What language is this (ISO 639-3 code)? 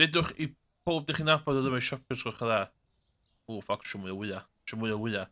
cym